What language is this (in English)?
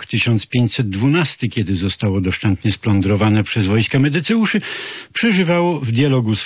Polish